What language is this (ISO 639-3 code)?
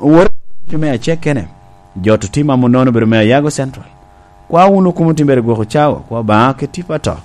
laj